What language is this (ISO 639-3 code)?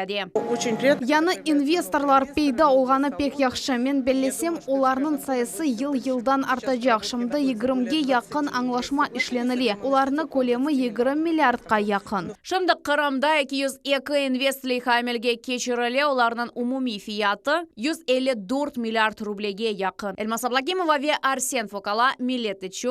crh